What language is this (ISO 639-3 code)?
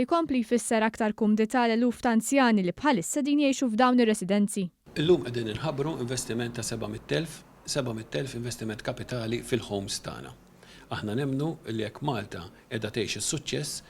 mlt